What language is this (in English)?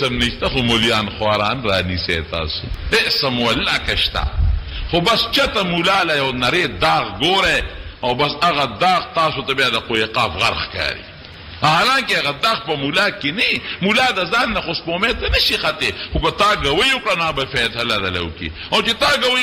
Pashto